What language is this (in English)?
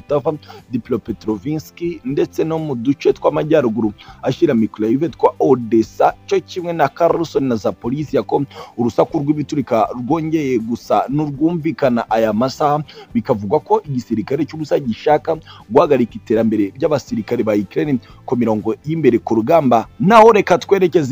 Kinyarwanda